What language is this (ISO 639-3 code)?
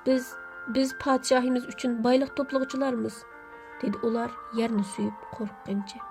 uig